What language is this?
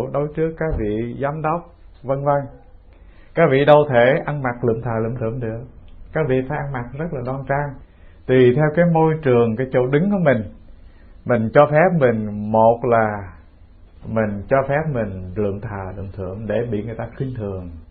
Vietnamese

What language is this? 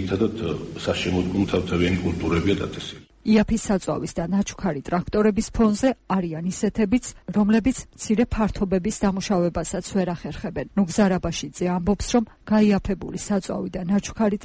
Georgian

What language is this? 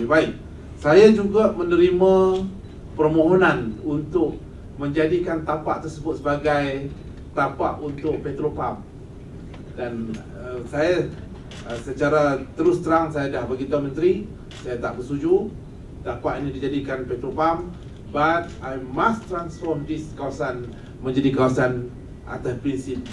Malay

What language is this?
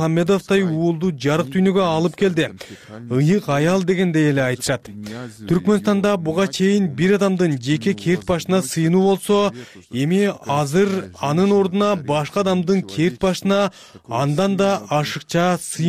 Kyrgyz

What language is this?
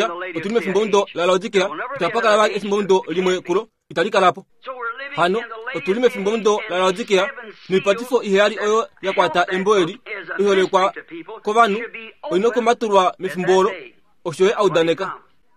Kuanyama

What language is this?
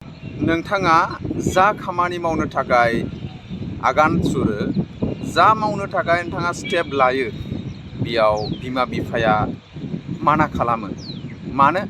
Bodo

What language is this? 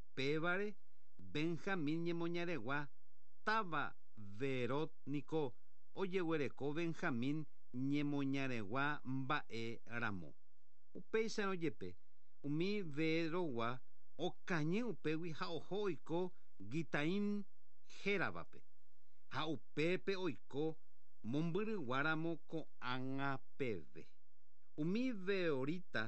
Guarani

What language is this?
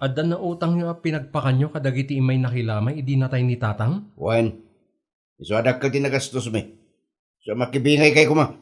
Iloko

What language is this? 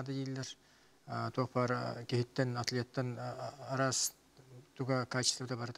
Yakut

